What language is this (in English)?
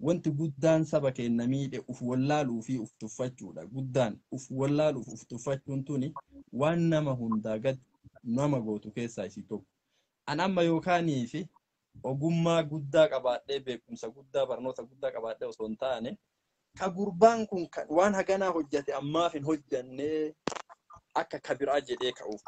Oromo